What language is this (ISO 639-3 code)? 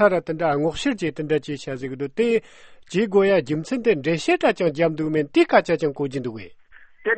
bod